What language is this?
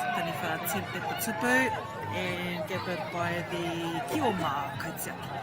Māori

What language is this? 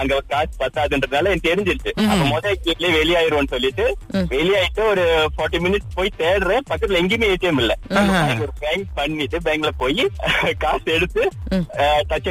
Tamil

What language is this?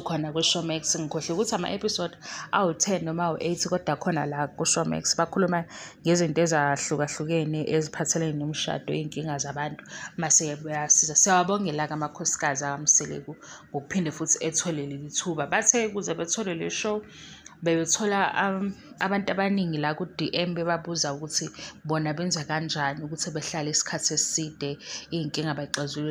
Zulu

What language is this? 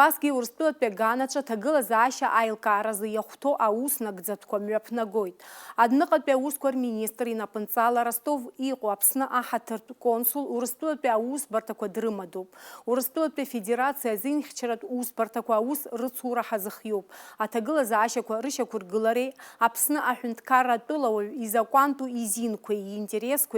Abkhazian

